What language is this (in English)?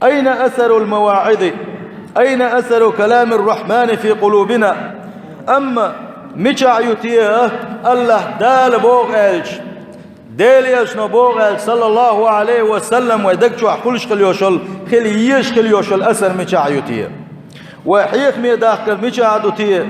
Chechen